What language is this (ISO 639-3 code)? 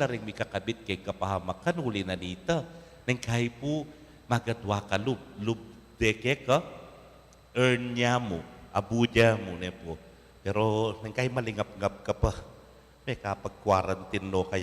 pam